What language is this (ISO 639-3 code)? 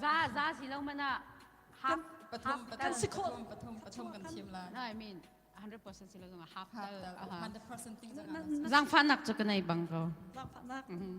cnh